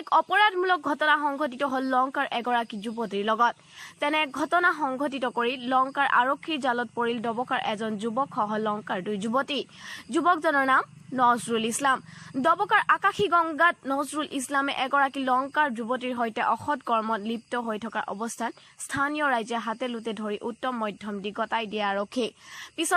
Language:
Assamese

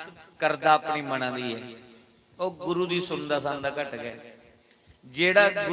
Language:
Dogri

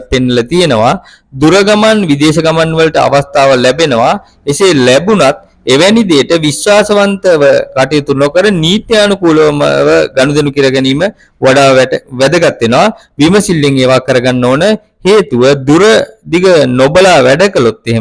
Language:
Sinhala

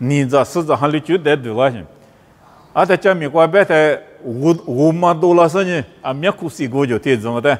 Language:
Lisu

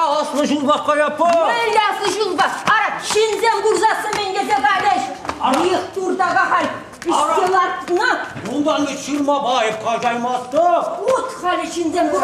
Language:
Chuvash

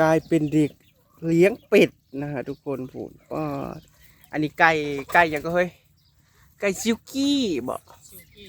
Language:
Northeastern Thai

